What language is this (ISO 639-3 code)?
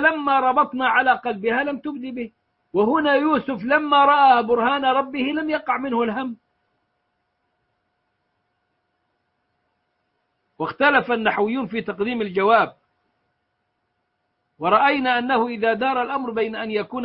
ara